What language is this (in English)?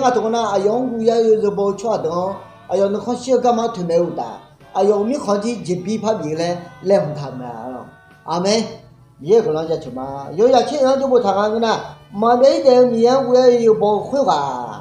Akha